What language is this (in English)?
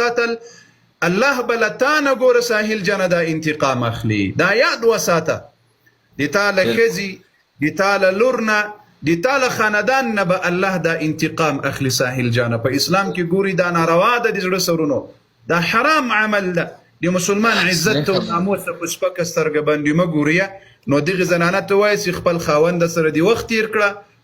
Pashto